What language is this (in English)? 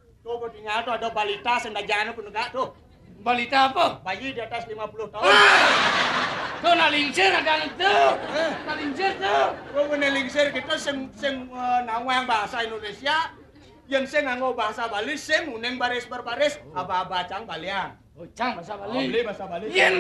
Balinese